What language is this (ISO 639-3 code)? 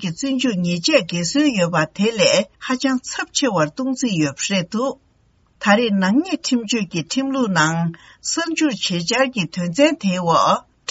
bod